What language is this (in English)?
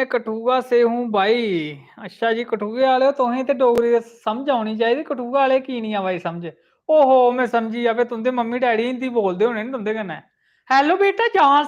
Dogri